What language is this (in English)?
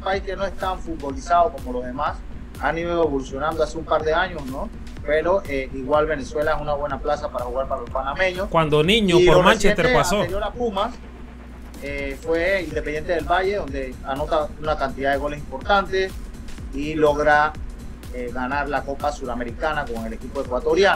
Spanish